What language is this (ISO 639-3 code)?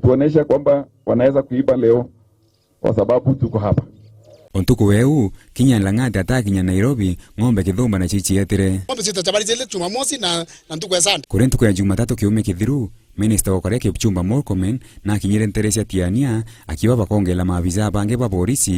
mer